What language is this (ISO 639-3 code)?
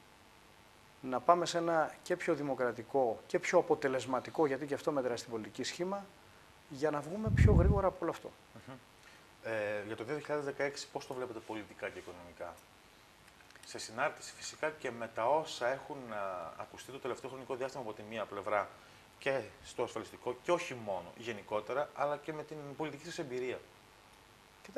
ell